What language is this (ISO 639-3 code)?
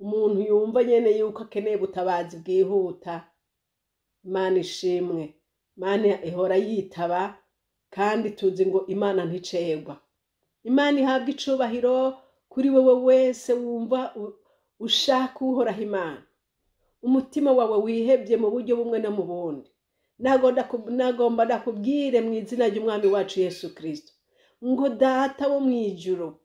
run